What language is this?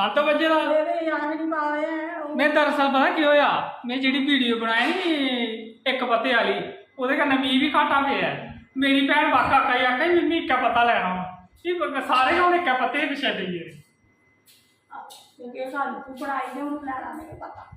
Dogri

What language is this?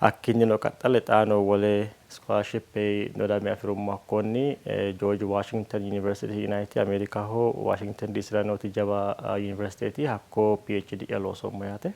Sidamo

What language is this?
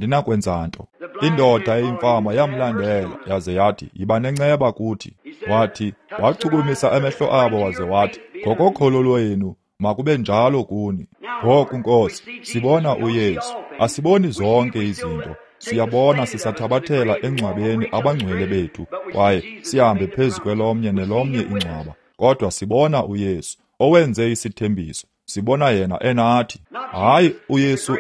Xhosa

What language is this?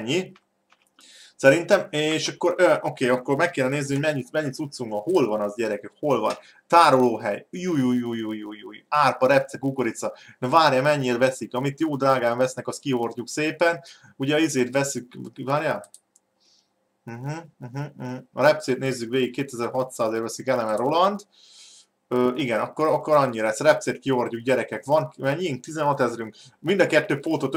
Hungarian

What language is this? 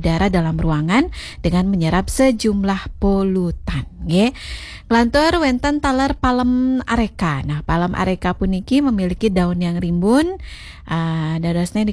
Balinese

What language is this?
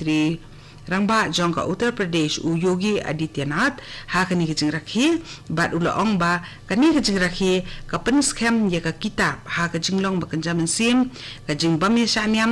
Khasi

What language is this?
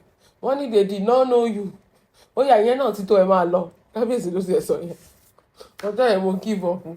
Yoruba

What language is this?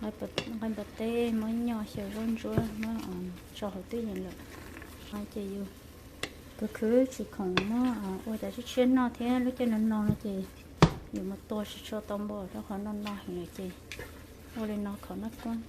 Hmong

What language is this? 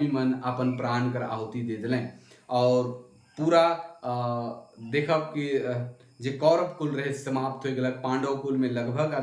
Sadri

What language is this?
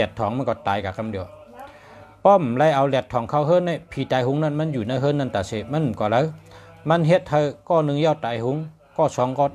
Shan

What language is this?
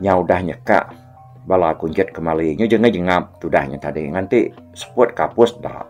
Iban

